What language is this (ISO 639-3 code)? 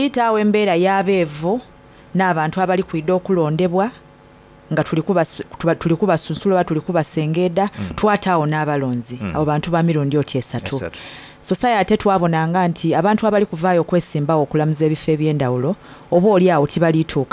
xog